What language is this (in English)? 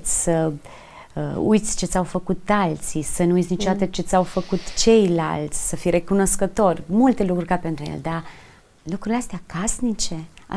Romanian